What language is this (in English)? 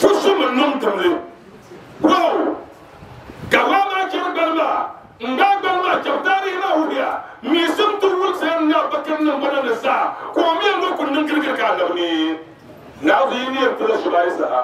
Dagbani